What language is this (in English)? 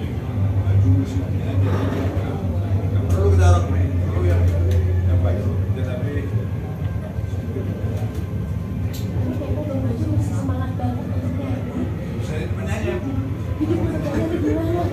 Indonesian